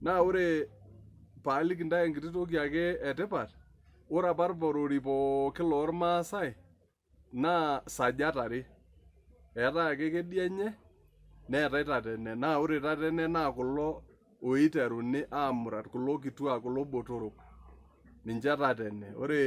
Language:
Masai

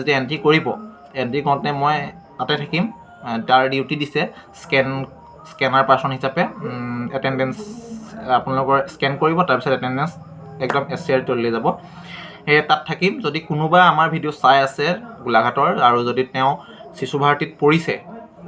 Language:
Assamese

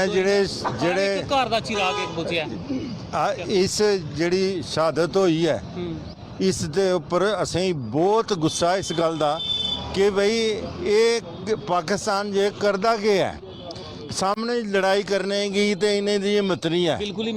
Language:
Dogri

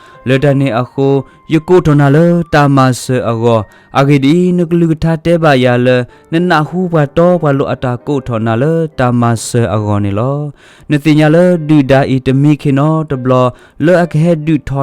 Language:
S'gaw Karen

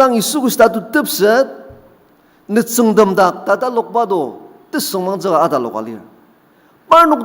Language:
Ao Naga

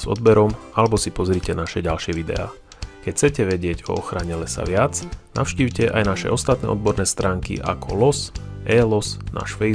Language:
Slovak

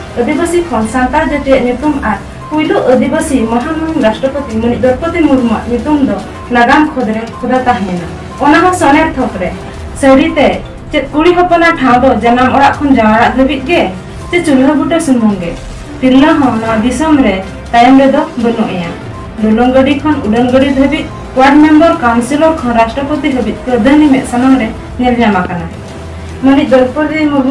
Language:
Santali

